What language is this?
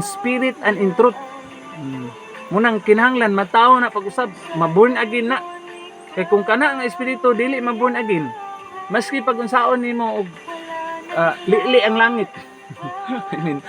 Cebuano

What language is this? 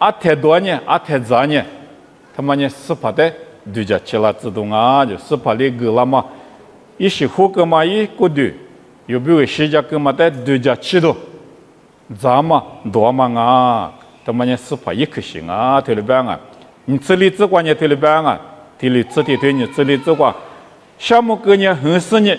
Lisu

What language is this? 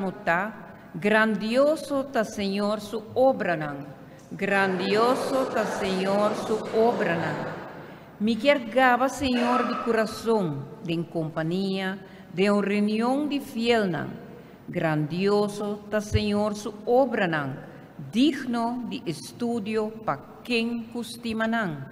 Papiamento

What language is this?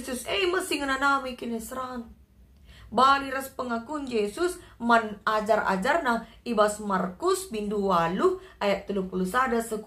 Batak Karo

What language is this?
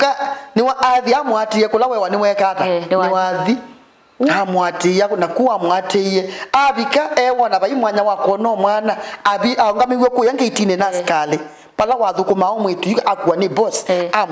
Kamba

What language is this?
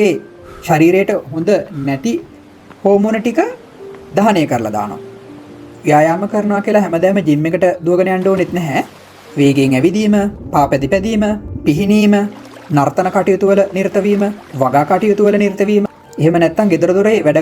Sinhala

